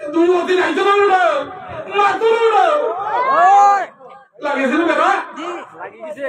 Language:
Sylheti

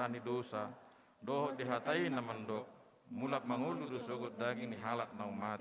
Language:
Batak Toba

